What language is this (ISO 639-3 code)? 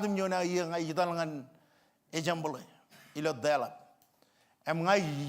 mah